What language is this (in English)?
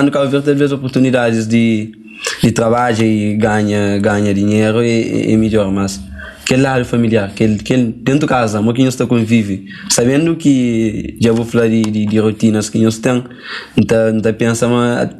Kabuverdianu